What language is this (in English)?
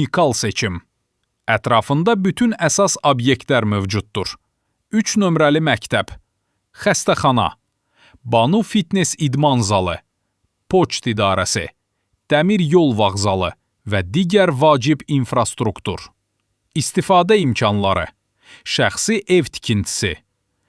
Azerbaijani